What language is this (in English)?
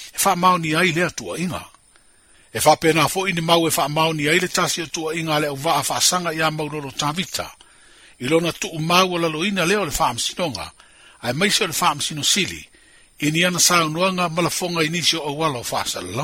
Samoan